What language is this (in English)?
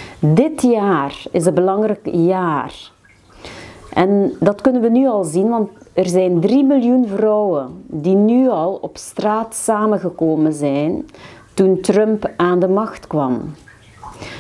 Dutch